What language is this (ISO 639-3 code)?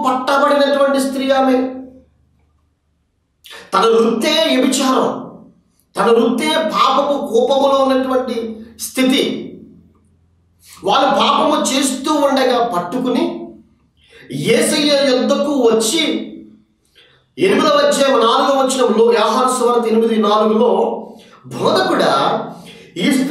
tel